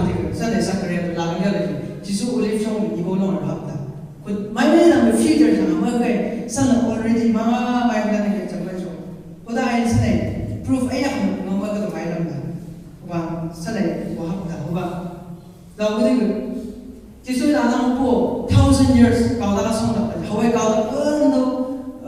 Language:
Chang Naga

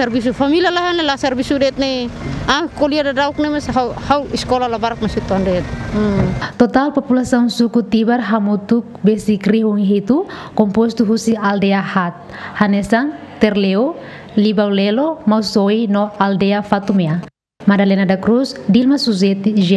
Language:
Tetum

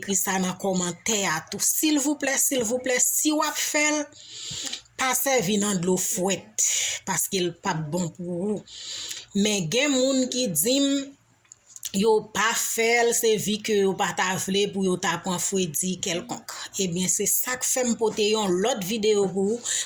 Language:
Haitian Creole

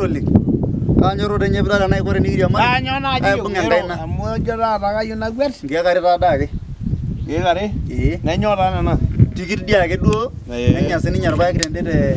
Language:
Masai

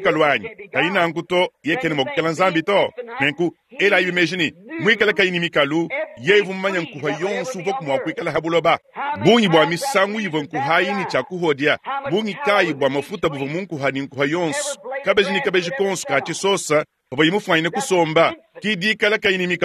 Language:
Luba-Lulua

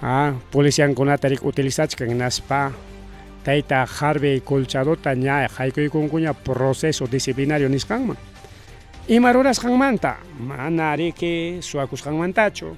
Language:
Ayacucho Quechua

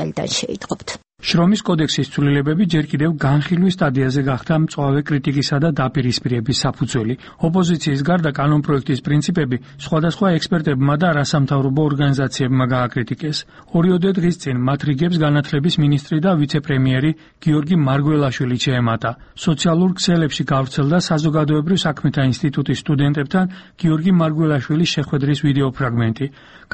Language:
Georgian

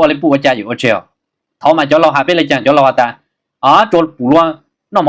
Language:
Hmong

